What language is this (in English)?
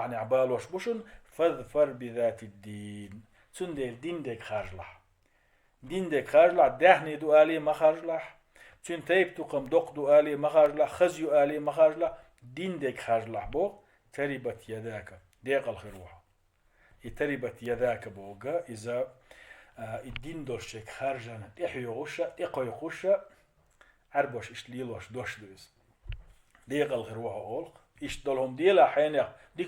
Chechen